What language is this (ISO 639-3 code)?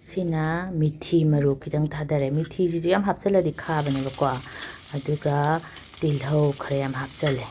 mni